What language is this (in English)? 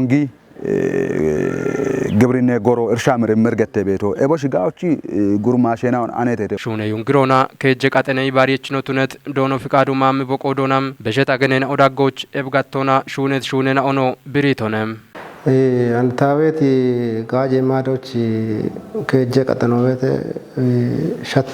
Kafa